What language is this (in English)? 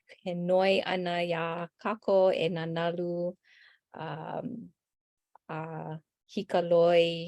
Hawaiian